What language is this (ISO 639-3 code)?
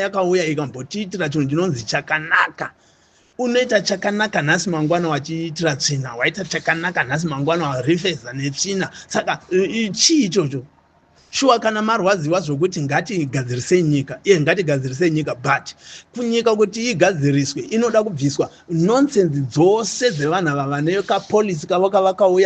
sna